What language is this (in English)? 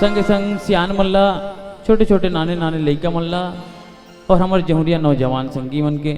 Chhattisgarhi